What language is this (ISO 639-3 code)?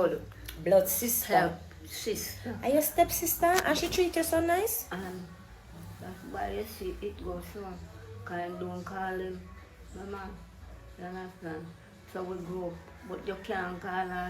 jam